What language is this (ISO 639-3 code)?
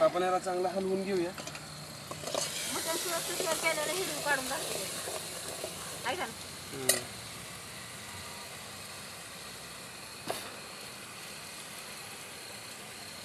mar